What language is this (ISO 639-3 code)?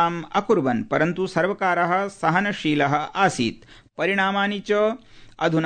san